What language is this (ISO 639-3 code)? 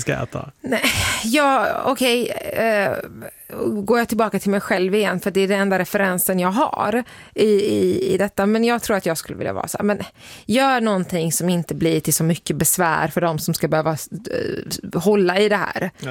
swe